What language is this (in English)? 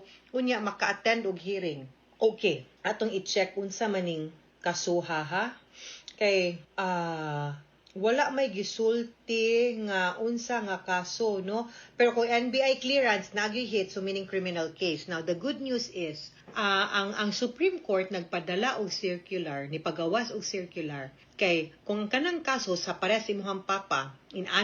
Cebuano